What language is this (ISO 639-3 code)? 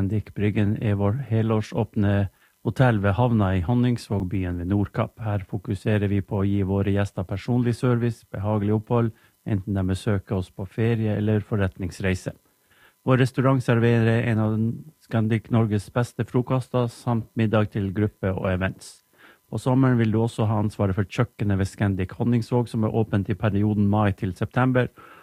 nor